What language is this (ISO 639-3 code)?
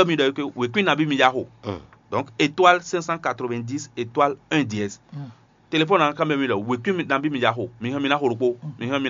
fon